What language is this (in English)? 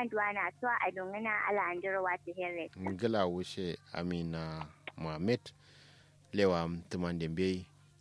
Kanuri